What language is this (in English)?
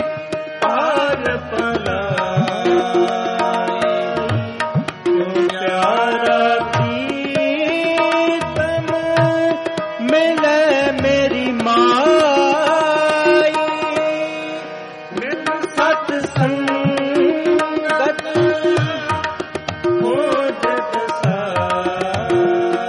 Punjabi